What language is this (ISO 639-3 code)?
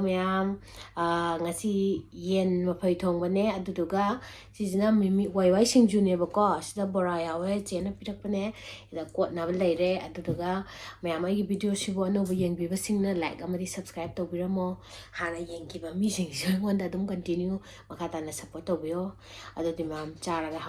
mni